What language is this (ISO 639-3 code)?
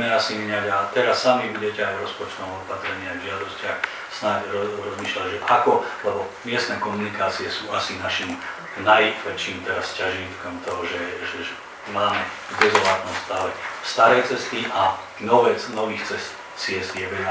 slk